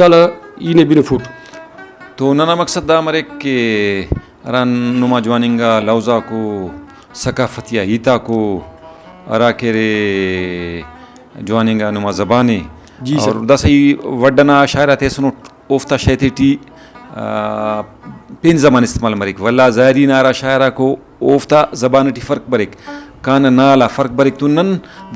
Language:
Brahui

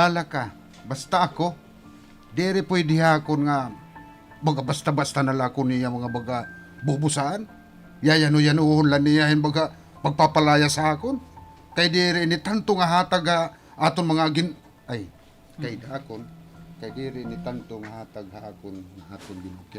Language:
Waray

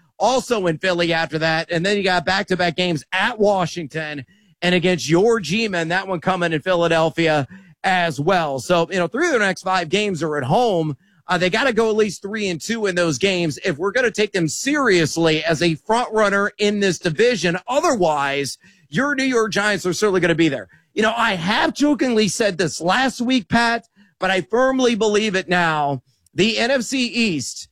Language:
English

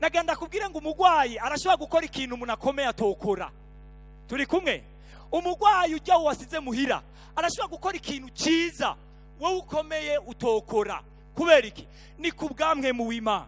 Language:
Rundi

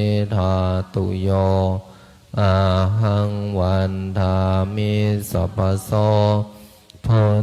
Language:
Pali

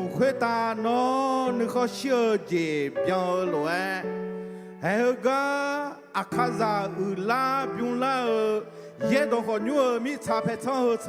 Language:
Akha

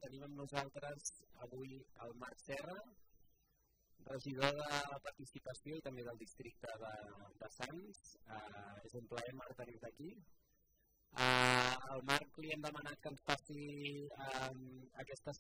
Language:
Catalan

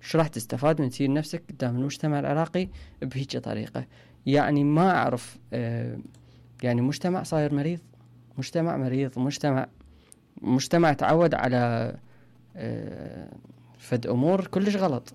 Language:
Mesopotamian Arabic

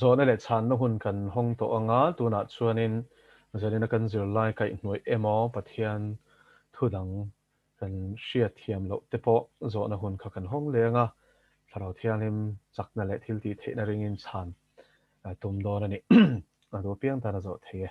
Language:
Mizo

